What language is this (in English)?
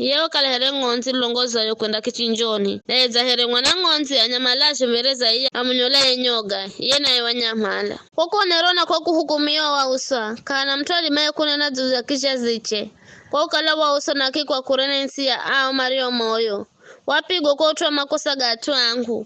Giryama